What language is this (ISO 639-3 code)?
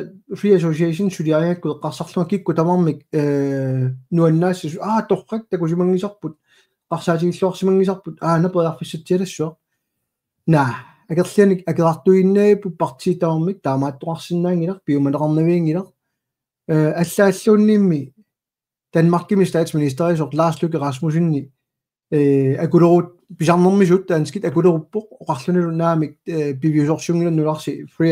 kal